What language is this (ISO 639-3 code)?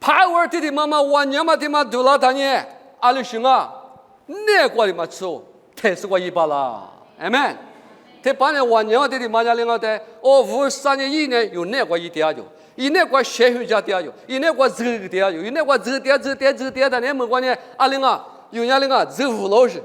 lis